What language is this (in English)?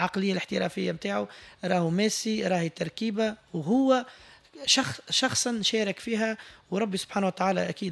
Tunisian Arabic